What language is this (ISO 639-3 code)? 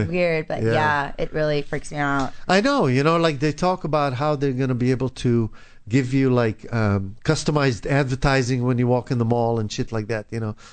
eng